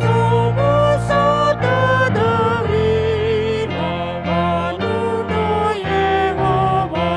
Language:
Nias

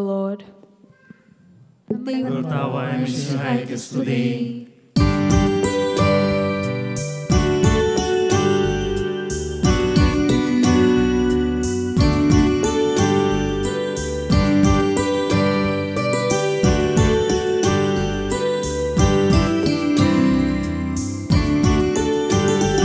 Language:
Malayalam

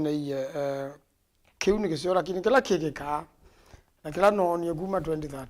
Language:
Kamba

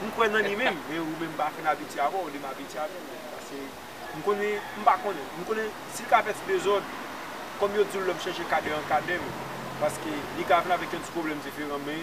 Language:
Haitian Creole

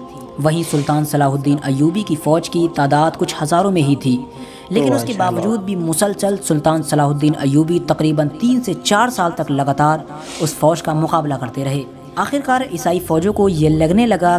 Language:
Urdu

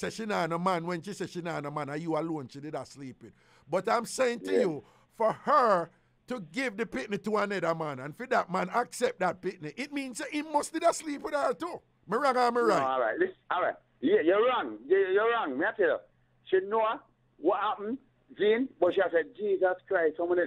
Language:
Jamaican Creole English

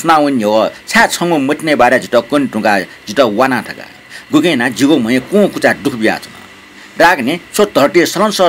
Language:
Newari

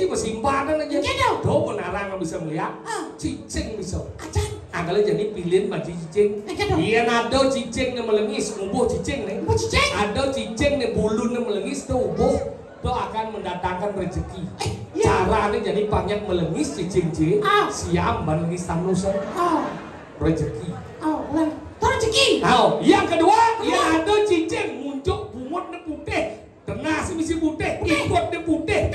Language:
Balinese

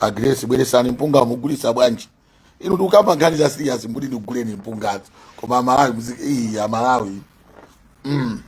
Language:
Nyanja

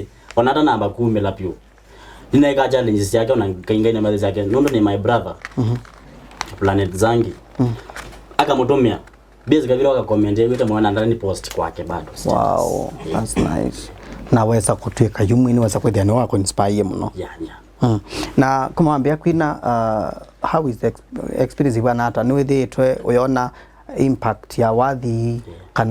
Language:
Kamba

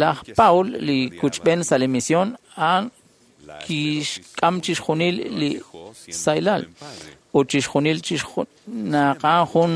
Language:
Kekchí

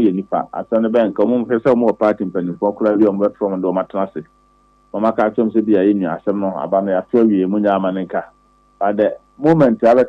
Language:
Akan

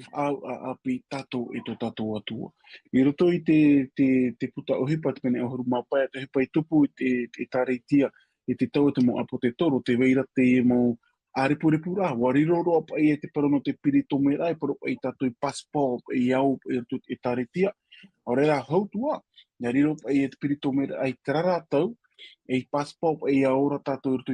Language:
Tahitian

